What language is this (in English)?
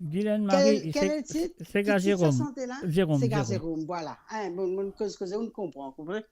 Morisyen